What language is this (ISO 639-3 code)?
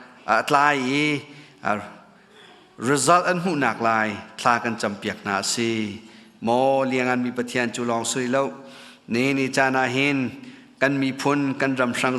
cnh